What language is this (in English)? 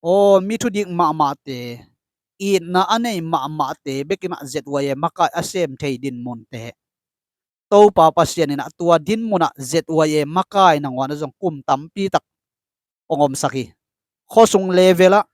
Tedim Chin